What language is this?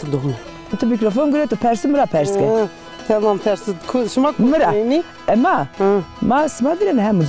Zaza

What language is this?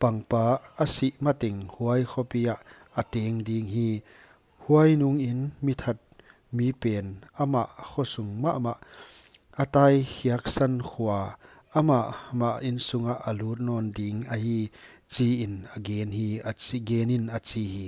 Paite Chin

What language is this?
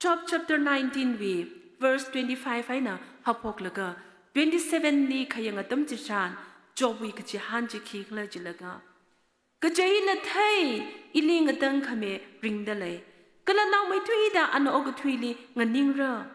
Tangkhul Naga (India)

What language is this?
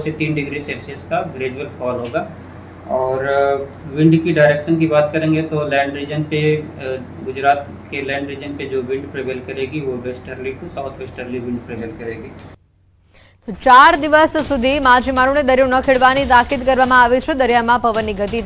Gujarati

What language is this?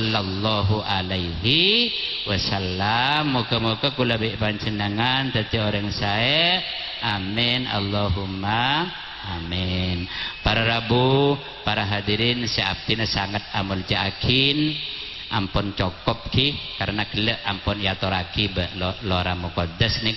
Madurese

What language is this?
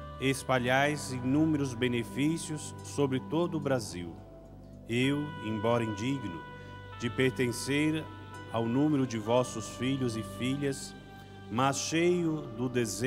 Portuguese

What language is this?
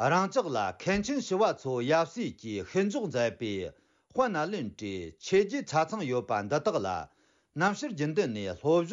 Tibetan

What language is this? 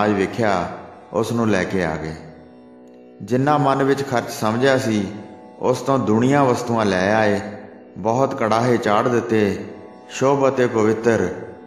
Punjabi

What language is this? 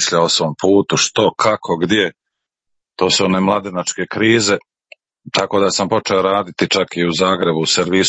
Croatian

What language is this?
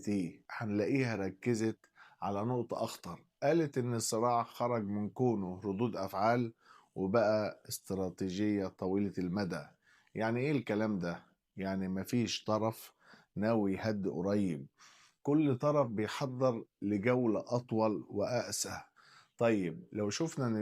Egyptian Arabic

